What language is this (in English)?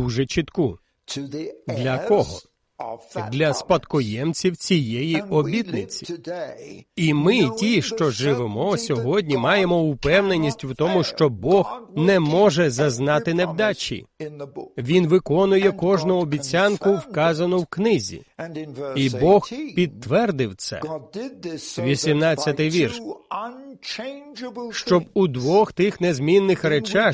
Ukrainian